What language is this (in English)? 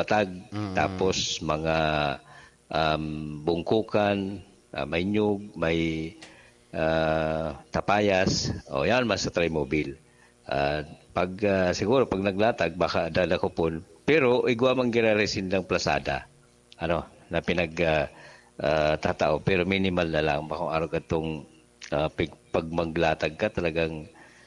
Bikol